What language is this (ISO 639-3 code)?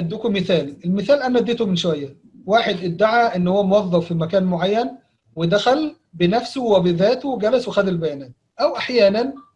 arz